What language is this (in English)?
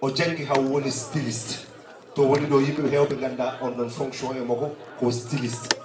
Fula